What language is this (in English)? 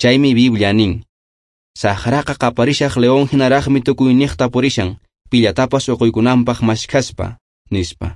Quechua